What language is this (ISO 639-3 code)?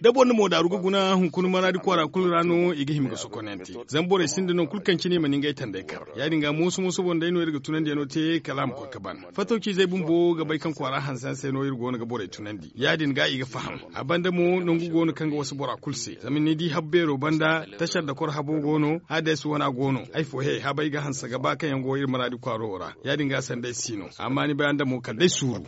dje